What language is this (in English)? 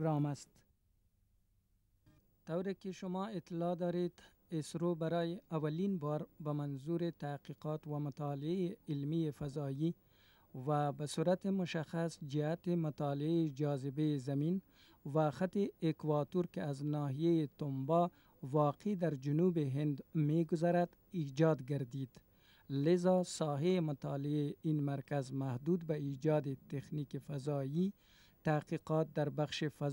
Persian